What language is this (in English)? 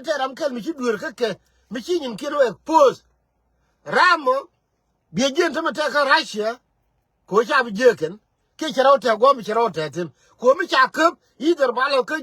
Nuer